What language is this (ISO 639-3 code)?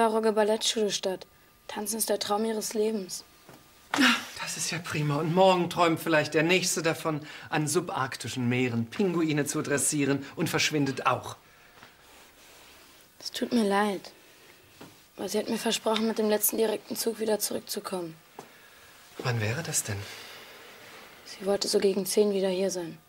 deu